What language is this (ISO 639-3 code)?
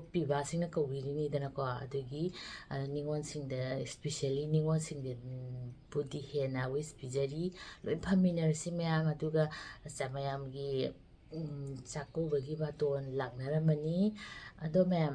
mni